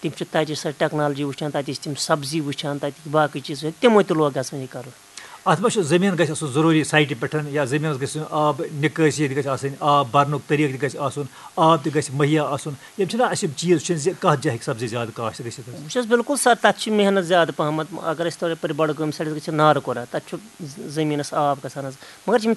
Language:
Kashmiri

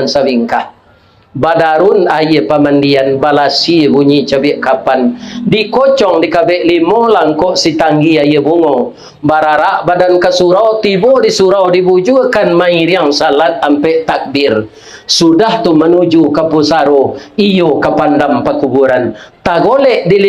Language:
Minangkabau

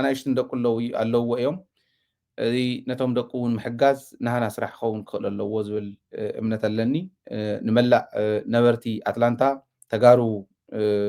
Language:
Tigrinya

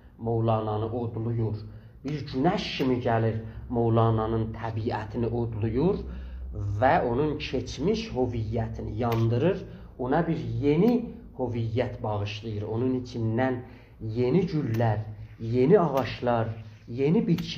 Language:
South Azerbaijani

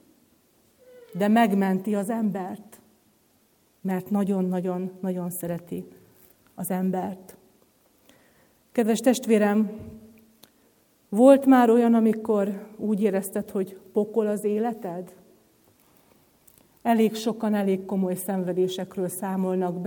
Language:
Hungarian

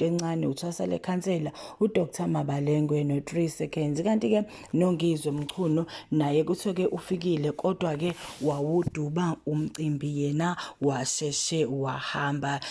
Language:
Zulu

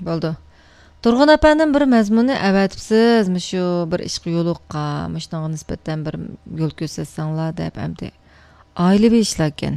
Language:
Uyghur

